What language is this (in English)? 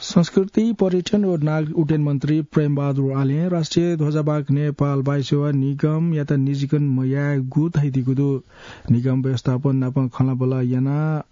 Newari